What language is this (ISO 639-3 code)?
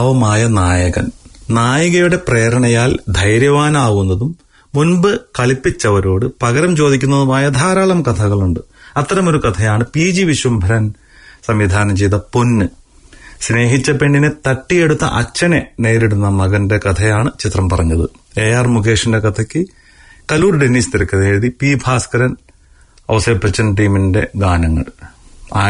mal